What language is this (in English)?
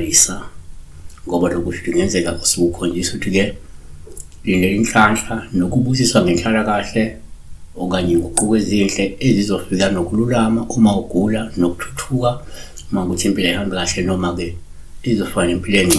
Zulu